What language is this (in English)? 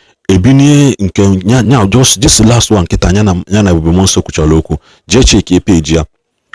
Igbo